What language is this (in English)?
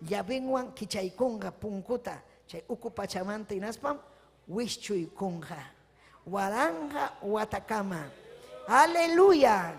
Ayacucho Quechua